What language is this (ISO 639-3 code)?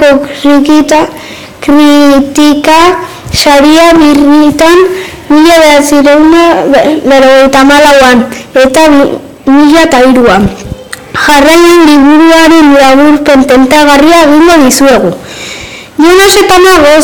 eus